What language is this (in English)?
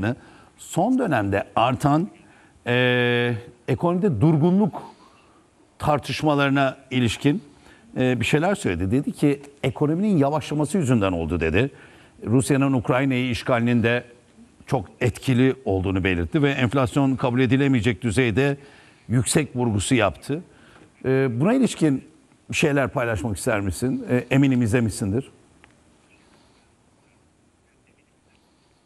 Turkish